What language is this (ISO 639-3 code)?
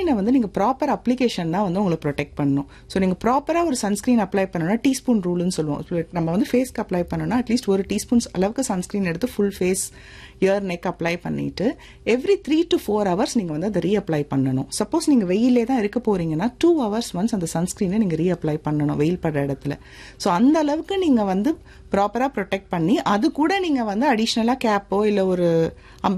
tam